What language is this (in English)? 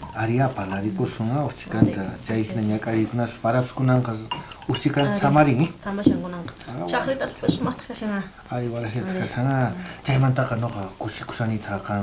South Bolivian Quechua